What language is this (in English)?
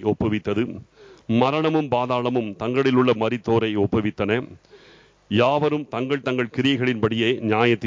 Tamil